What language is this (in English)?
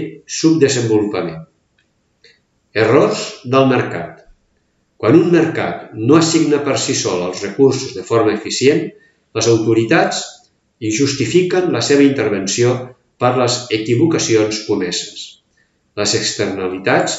Catalan